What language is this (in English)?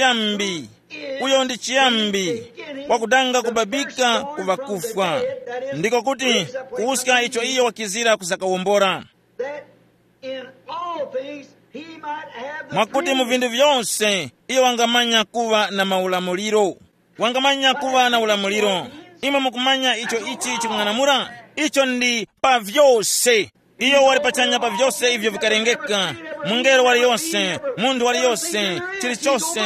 Tumbuka